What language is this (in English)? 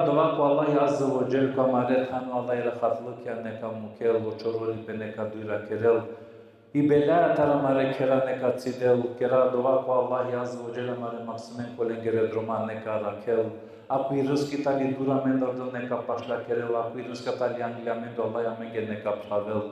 Balkan Romani